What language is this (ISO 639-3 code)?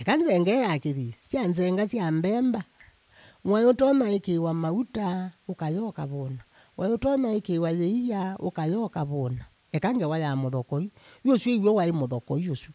kam